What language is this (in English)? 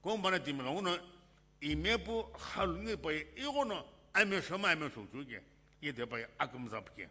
Sumi Naga